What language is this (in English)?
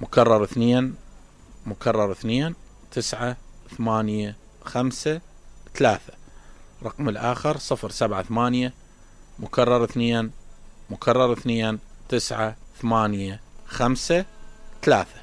Mesopotamian Arabic